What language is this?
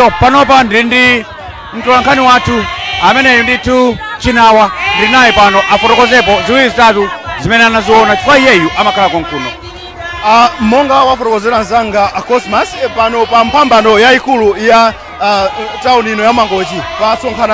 Nyanja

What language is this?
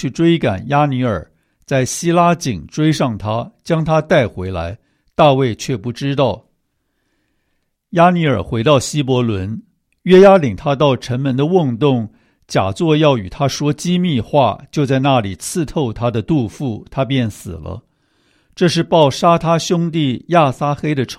Chinese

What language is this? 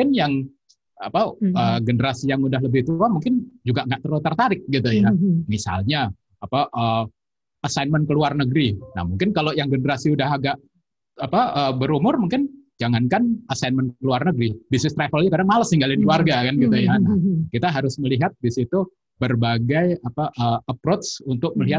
Indonesian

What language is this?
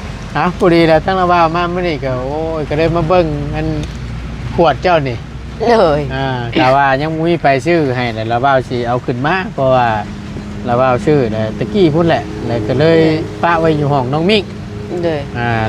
Lao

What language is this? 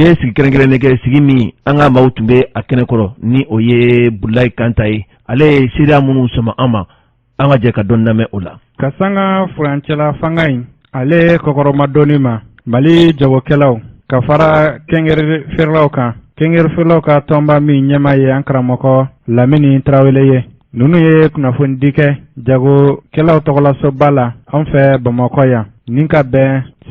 Bambara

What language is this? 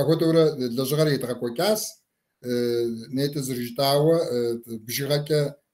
Kabardian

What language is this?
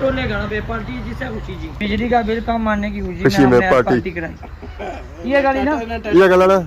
Pahari-Potwari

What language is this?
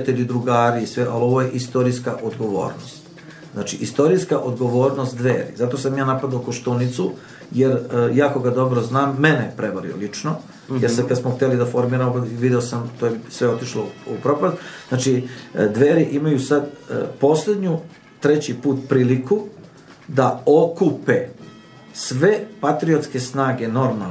Serbian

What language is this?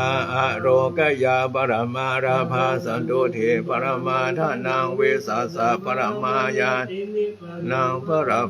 Pali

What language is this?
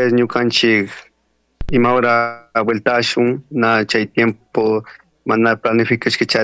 Chimborazo Highland Quichua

